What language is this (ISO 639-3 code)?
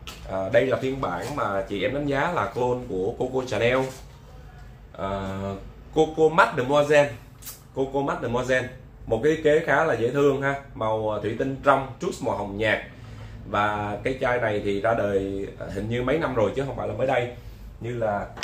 vie